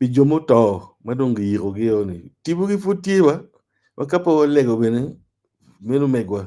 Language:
Acoli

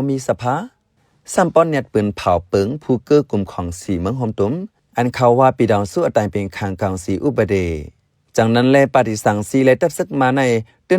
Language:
Shan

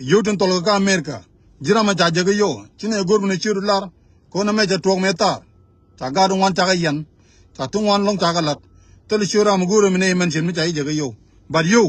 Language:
Nuer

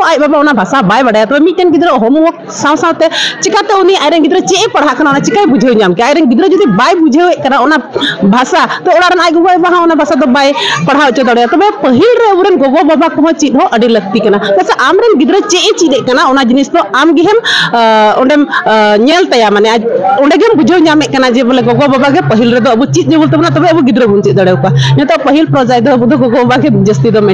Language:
Santali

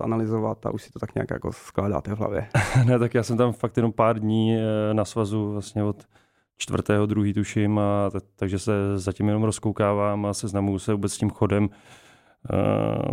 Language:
Czech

